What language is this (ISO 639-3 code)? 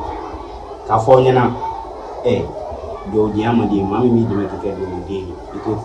bam